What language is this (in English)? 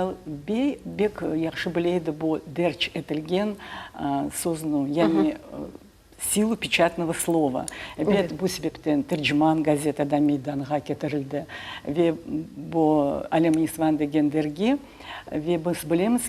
Crimean Tatar